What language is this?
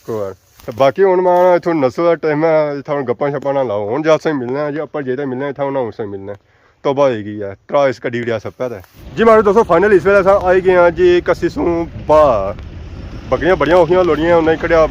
Pahari-Potwari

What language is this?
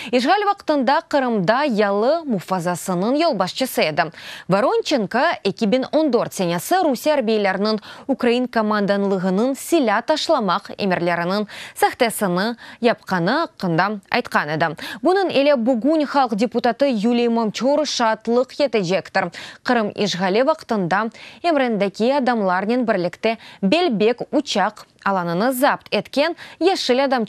Crimean Tatar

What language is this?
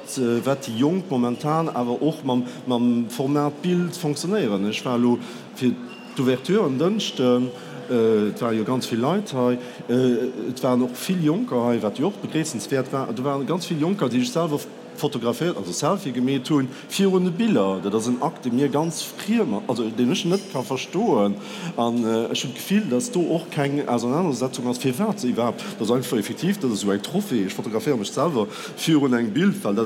Luxembourgish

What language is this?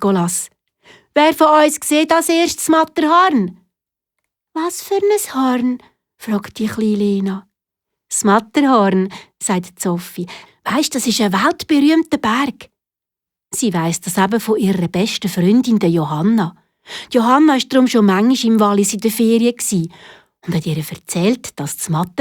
Swiss German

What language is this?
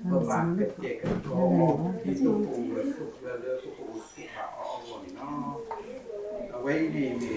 S'gaw Karen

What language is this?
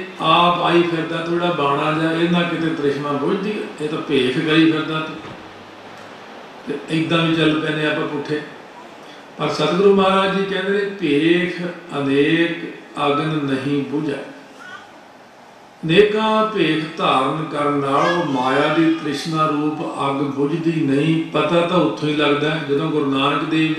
Punjabi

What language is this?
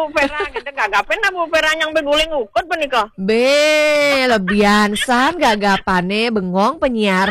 Balinese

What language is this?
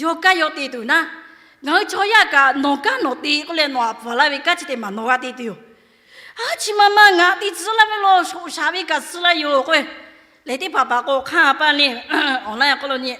Lahu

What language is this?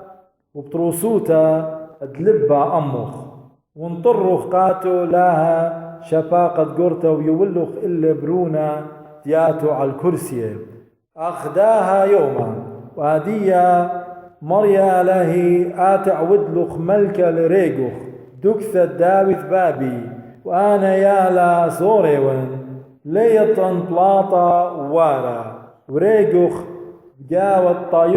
Assyrian Neo-Aramaic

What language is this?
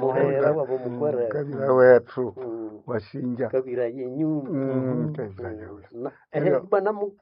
Nande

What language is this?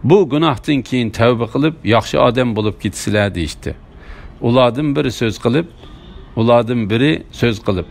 Uyghur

